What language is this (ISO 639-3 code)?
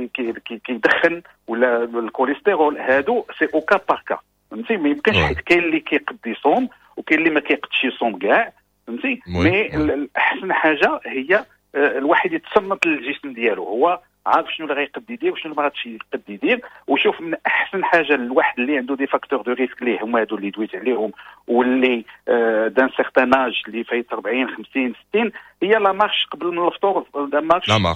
ary